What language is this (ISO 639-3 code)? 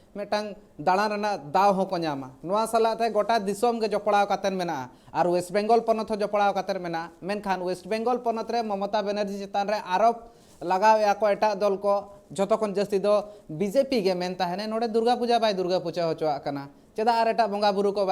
sat